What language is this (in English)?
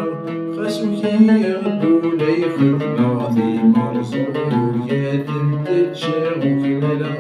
Kabyle